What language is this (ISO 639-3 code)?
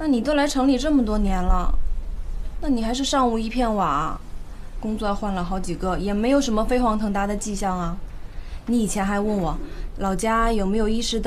zho